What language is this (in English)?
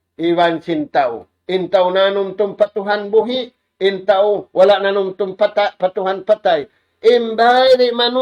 Tausug